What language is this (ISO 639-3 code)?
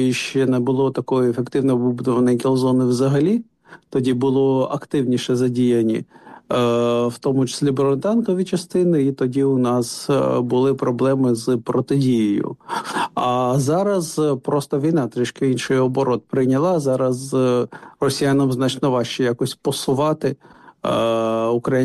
ukr